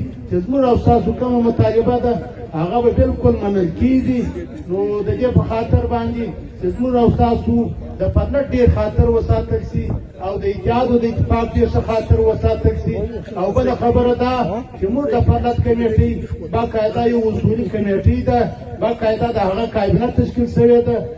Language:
Pashto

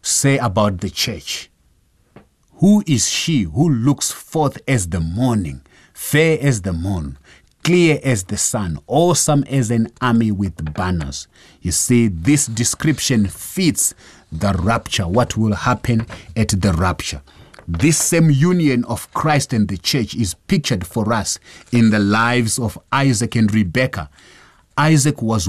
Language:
English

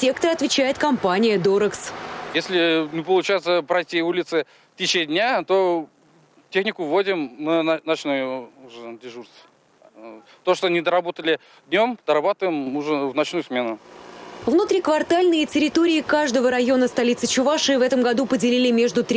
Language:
Russian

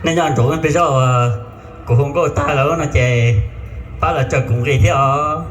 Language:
Hmong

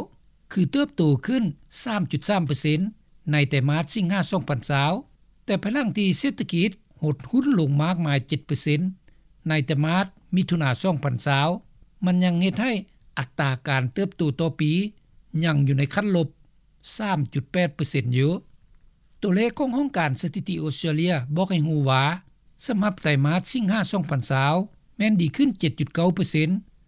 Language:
Lao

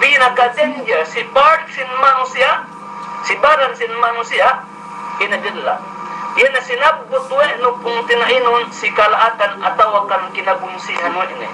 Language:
Yakan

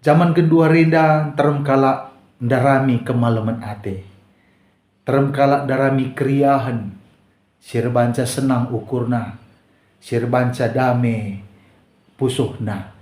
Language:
Batak Karo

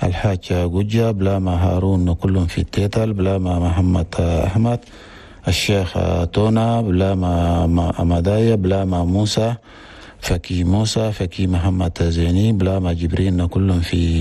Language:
Chadian Arabic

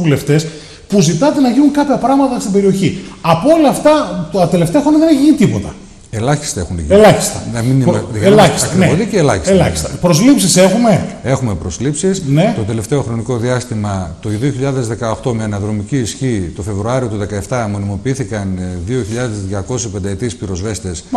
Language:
Greek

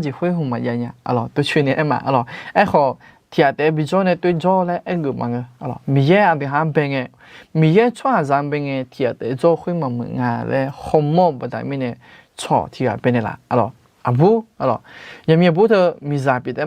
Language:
Akha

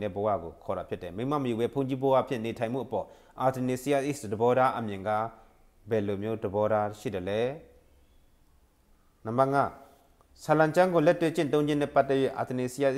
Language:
Burmese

